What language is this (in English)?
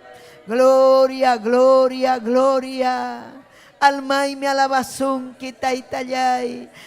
Ayacucho Quechua